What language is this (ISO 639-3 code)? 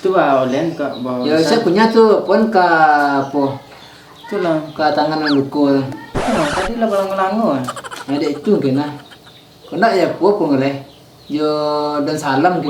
min